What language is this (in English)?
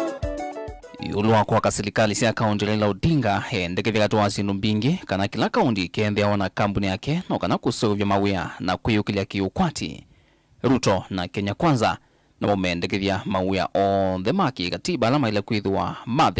Kamba